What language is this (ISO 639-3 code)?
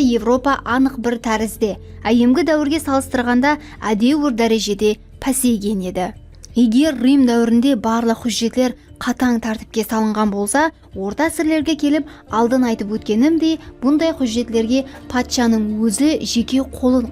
kaa